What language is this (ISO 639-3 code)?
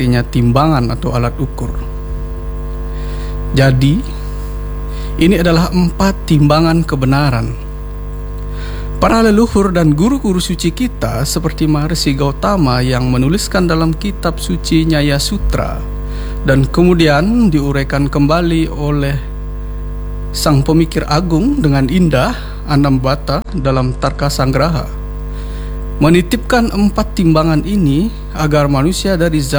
ind